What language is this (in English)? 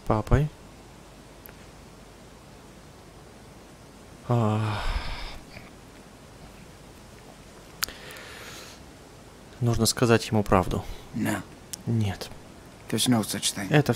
Russian